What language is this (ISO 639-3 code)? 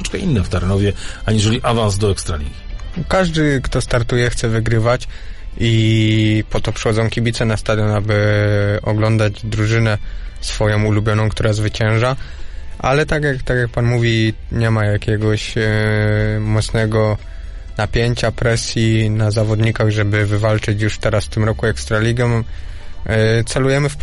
pol